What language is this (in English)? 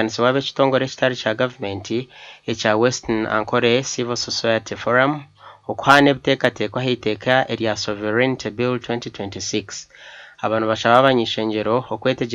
Nyankole